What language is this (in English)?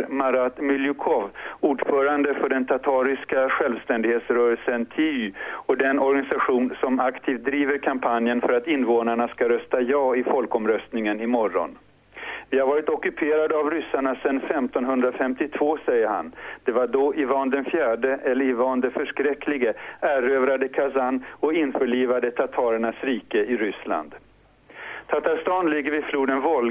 Swedish